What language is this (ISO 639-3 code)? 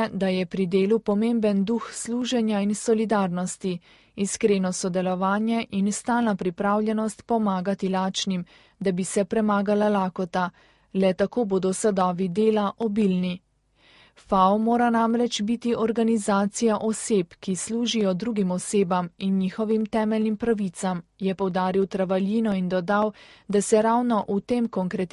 slv